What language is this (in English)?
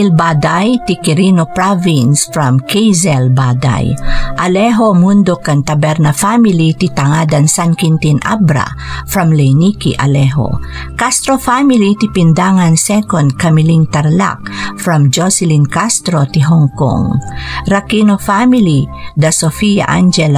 Iloko